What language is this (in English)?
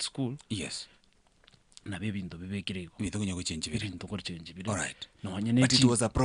Gusii